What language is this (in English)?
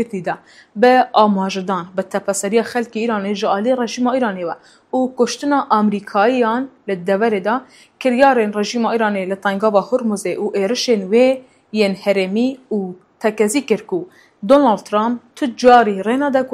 Kurdish